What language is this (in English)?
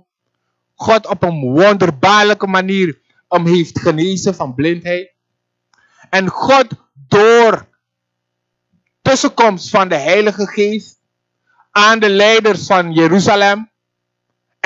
Dutch